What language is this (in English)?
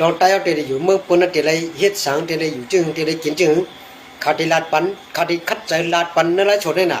Shan